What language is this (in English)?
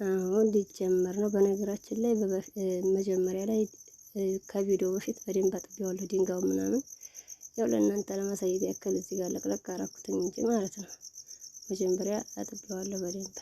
Amharic